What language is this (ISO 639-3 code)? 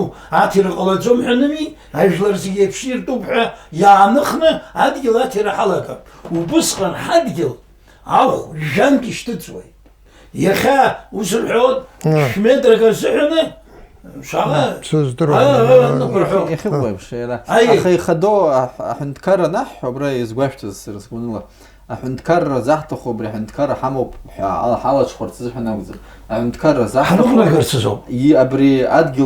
abk